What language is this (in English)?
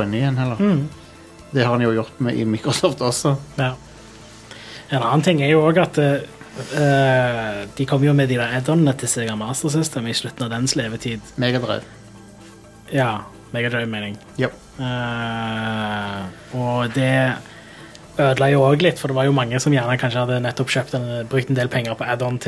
Norwegian